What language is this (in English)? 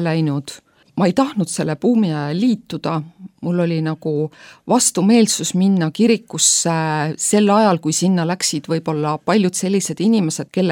Estonian